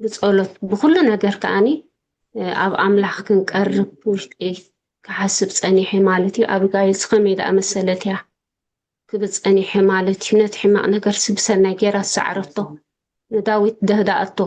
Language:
Tigrinya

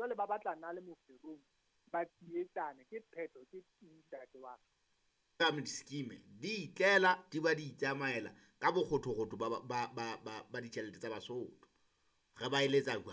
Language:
Southern Sotho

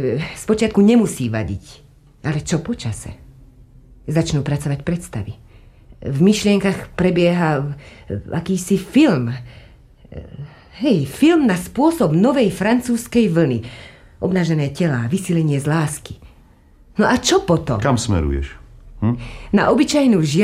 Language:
Slovak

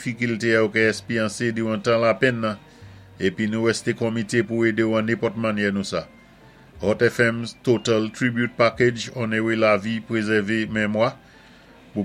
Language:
Saint Lucian Creole French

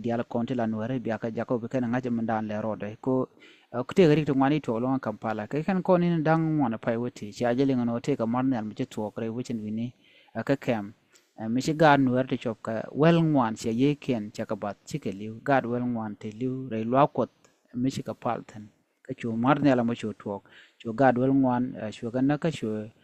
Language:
Nuer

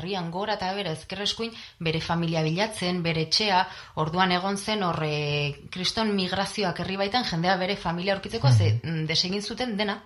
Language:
Basque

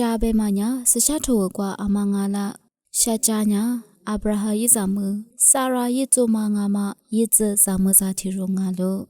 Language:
Lisu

